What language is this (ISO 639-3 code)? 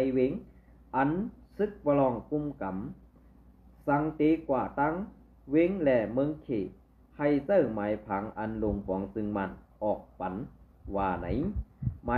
shn